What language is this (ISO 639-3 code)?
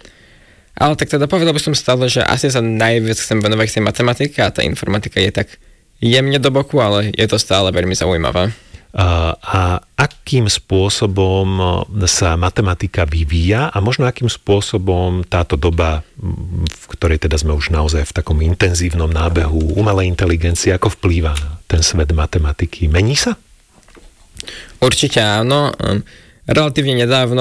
slk